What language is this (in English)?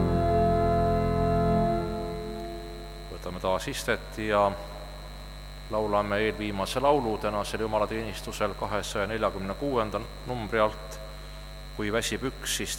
Estonian